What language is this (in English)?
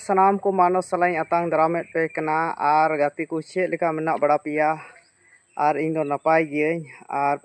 Santali